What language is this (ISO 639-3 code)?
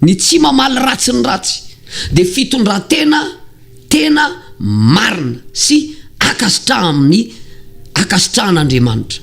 mlg